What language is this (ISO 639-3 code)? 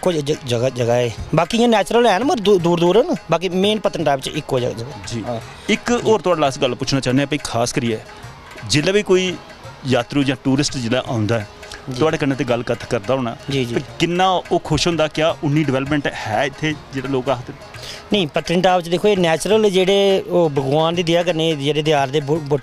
doi